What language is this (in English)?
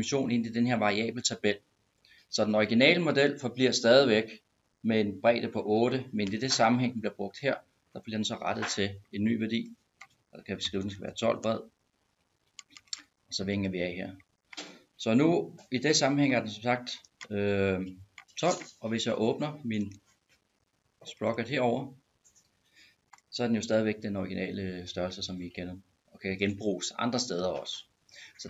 Danish